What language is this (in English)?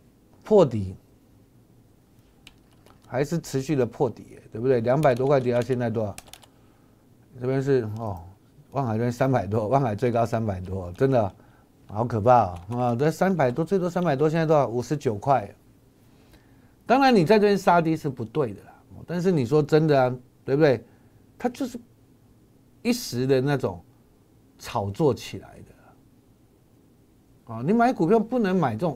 Chinese